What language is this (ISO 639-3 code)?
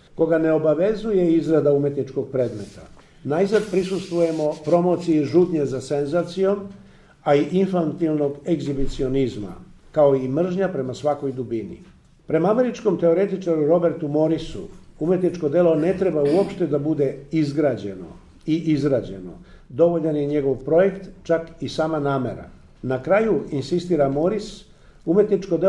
srp